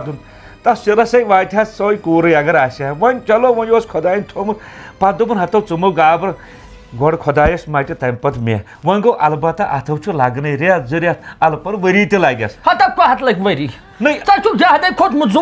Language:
Kashmiri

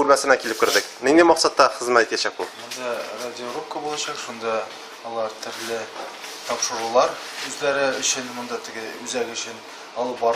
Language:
Tatar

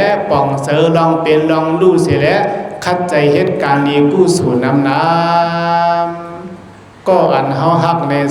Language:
Shan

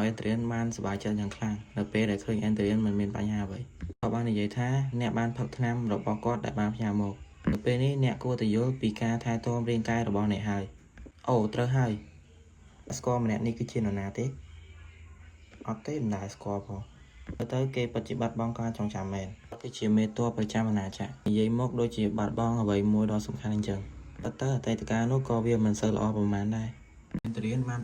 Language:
Khmer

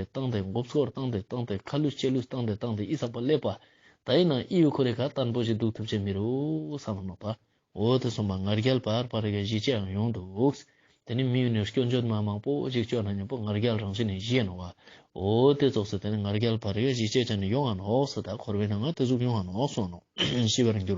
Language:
Ladakhi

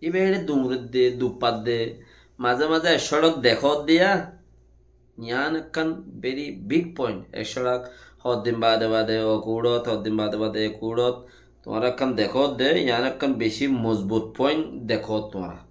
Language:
Rohingya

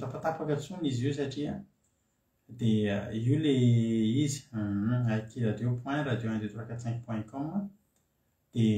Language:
Malagasy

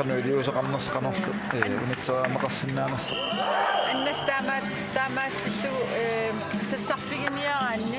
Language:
Kalaallisut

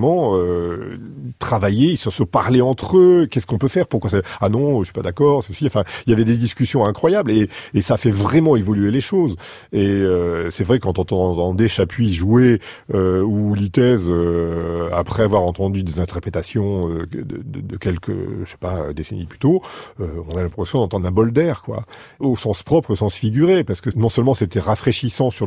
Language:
French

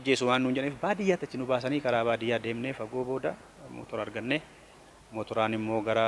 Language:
Oromo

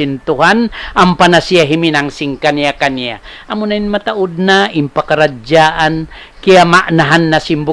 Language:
Tausug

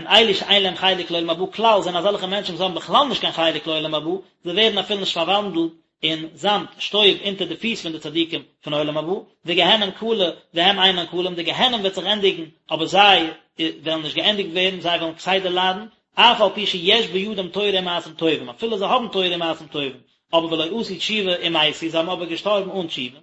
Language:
Yiddish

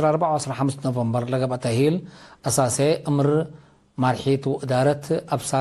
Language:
Tigre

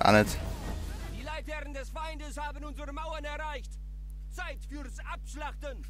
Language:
Swiss German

